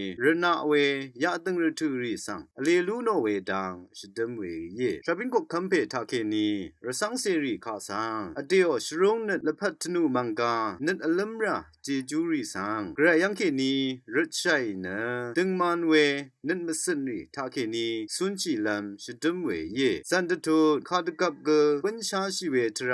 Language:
Rawang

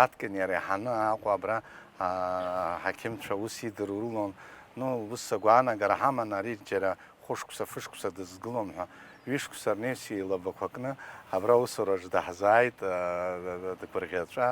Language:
Abkhazian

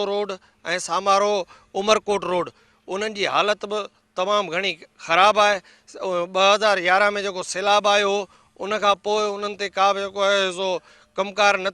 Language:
Sindhi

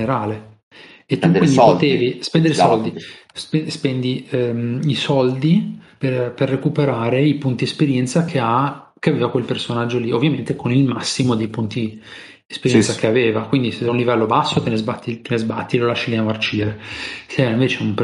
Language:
Italian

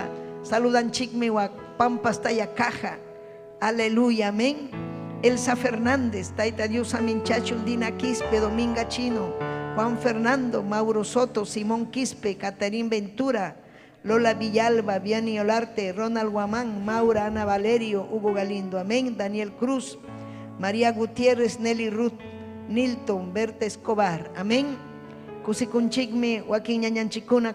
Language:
Ayacucho Quechua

